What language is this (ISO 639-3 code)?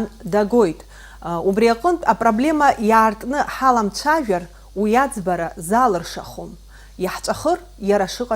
abk